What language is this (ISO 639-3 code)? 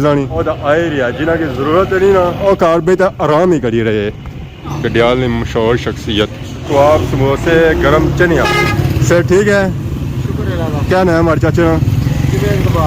phr